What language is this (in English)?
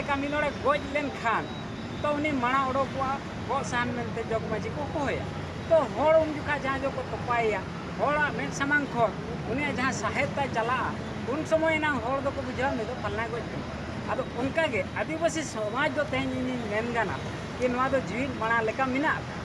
Santali